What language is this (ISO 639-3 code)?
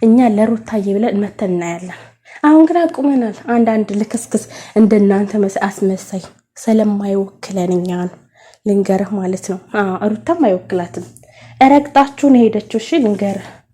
amh